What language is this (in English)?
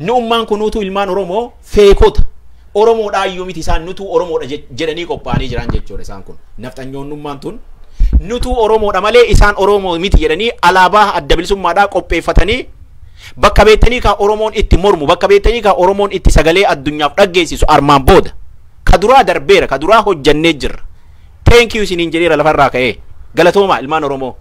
Oromo